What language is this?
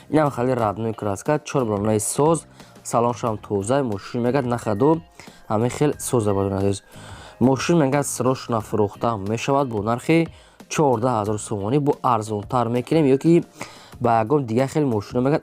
Tajik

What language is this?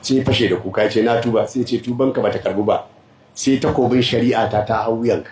Hausa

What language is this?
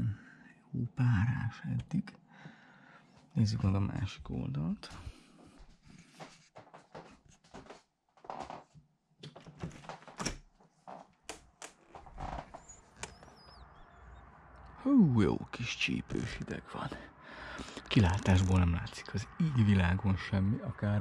Hungarian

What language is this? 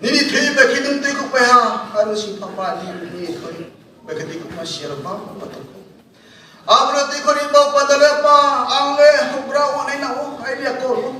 Riang (India)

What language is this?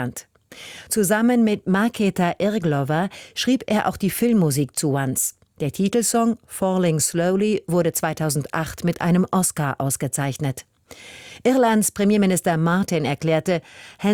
German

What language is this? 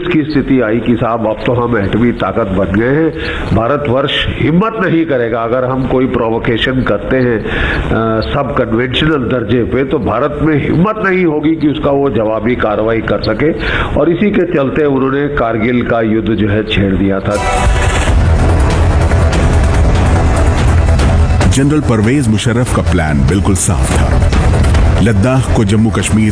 Hindi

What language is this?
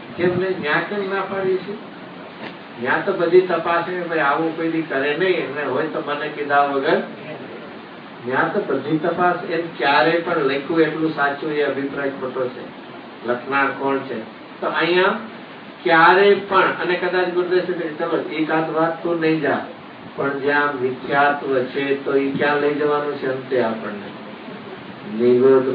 Gujarati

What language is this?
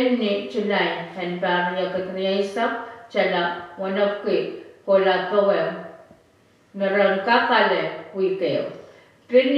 Pohnpeian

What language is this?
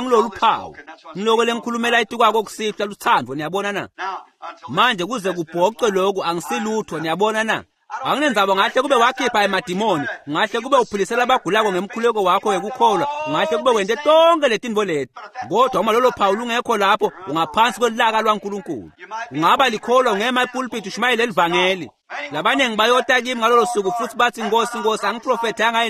Swati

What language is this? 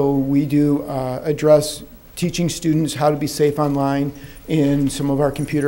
English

